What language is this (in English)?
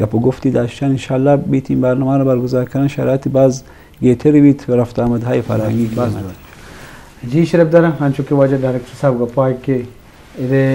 Eastern Balochi